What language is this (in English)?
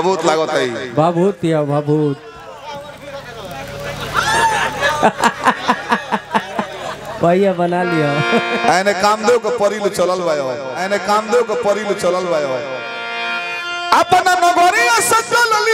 Bhojpuri